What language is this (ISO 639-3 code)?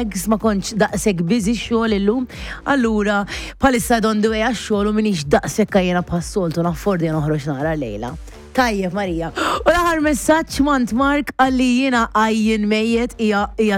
mlt